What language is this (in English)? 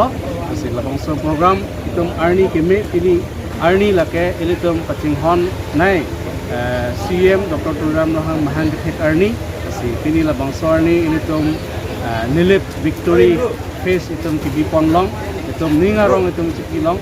Karbi